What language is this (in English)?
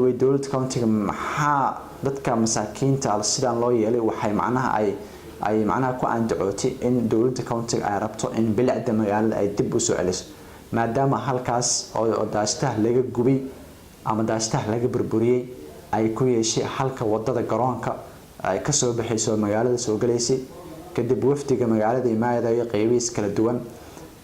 Somali